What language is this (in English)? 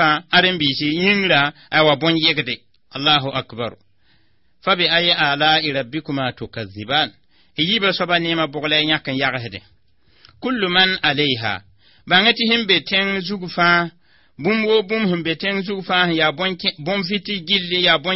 Mossi